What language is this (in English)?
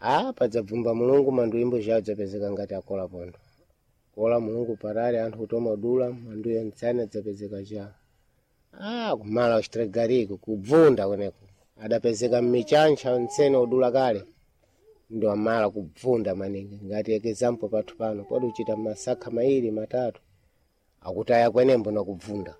Sena